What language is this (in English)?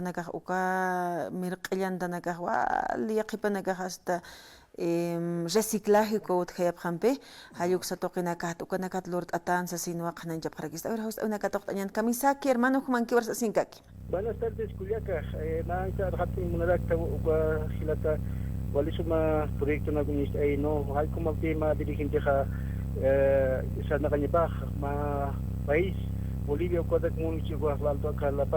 Aymara